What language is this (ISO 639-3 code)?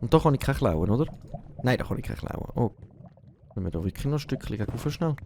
gsw